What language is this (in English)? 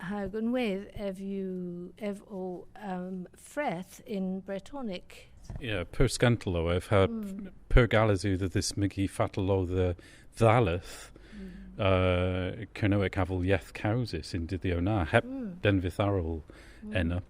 Cornish